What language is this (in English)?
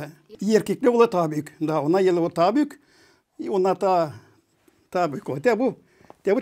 Gagauz